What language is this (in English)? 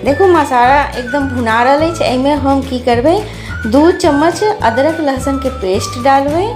Maithili